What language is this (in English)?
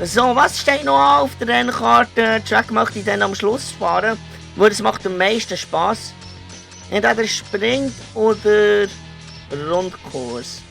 Swiss German